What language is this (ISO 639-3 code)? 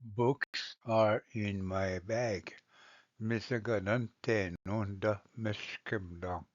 oji